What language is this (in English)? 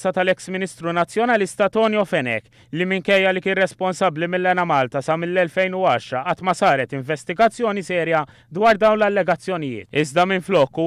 Maltese